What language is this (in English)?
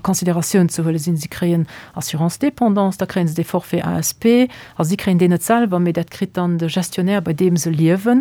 Luxembourgish